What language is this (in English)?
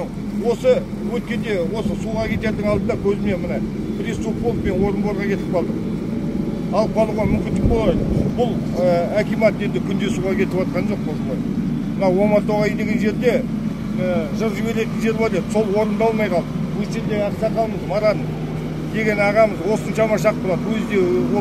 Kazakh